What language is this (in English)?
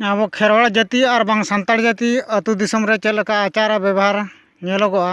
Santali